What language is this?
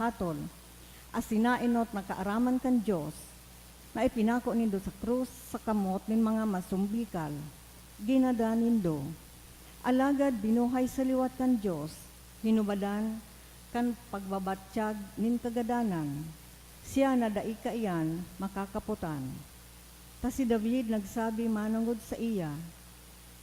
Bikol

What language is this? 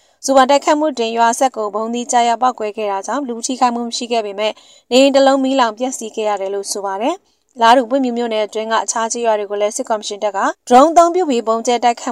Burmese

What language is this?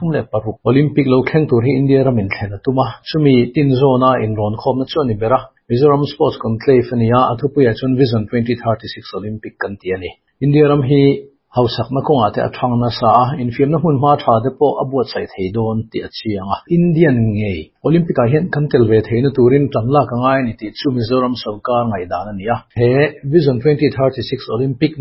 Mizo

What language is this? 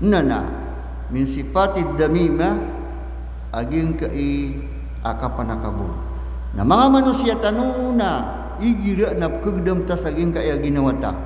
Maranao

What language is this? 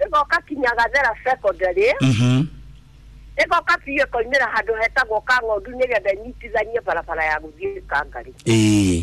Kikuyu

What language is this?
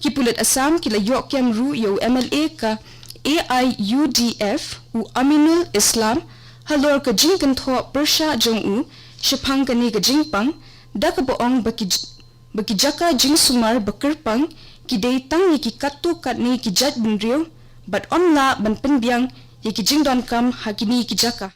Khasi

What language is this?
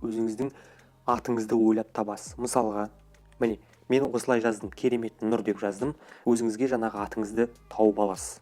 Kazakh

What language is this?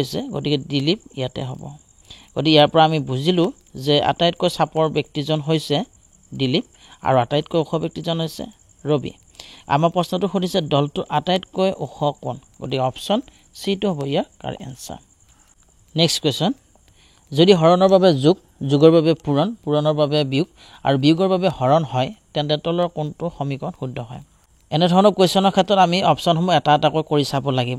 Assamese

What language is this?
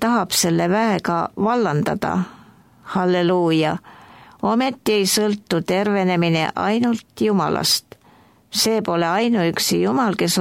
Estonian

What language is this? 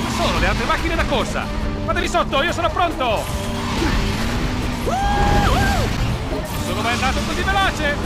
Italian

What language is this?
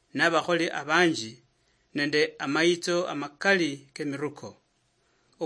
Luyia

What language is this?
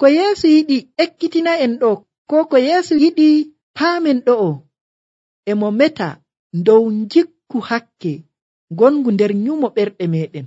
Nigerian Fulfulde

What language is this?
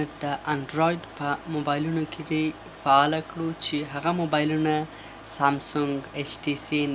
Pashto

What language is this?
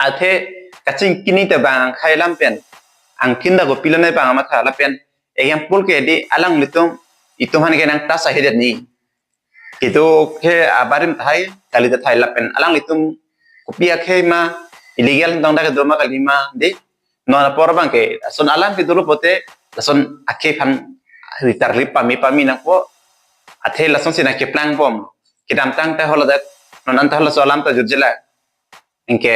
Karbi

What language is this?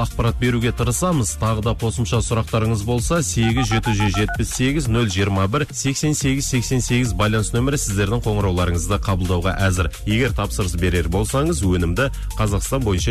Kazakh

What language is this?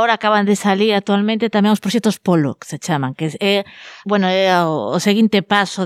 Galician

